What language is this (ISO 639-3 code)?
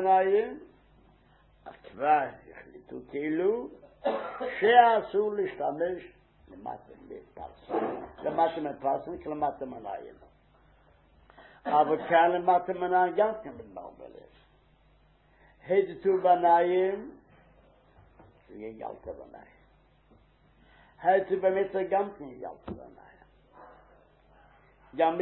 heb